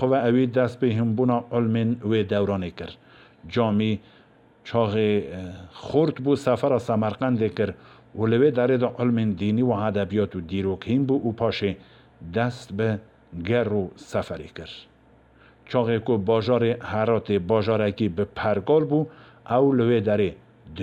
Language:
Kurdish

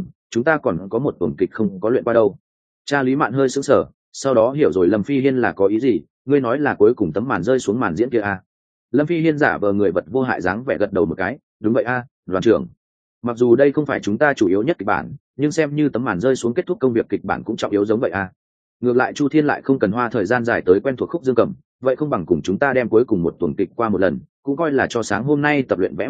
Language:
Vietnamese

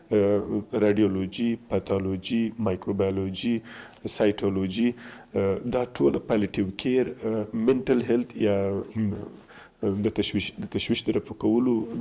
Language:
Pashto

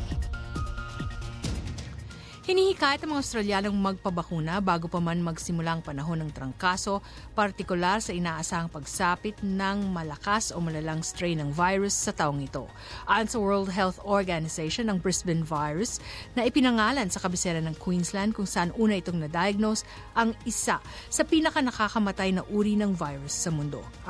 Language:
Filipino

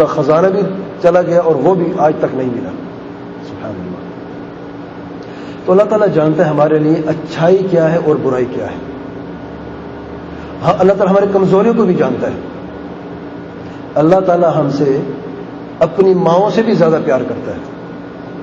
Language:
Urdu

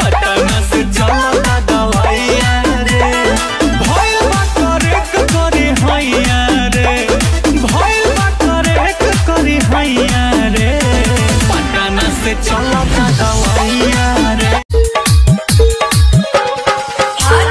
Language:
Bhojpuri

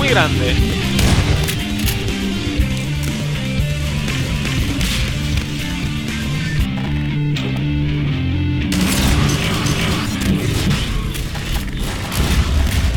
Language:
Spanish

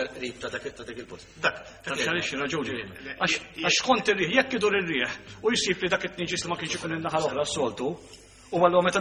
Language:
Maltese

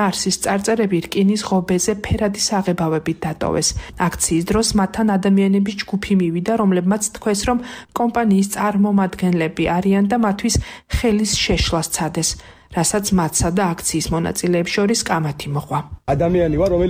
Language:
Georgian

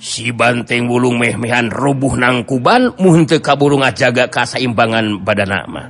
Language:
Sundanese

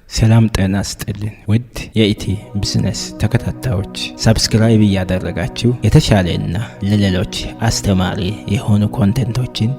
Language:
Amharic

